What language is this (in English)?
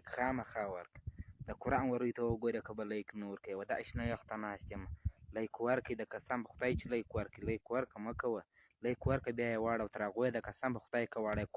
Pashto